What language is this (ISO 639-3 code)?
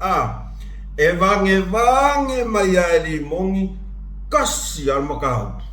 smo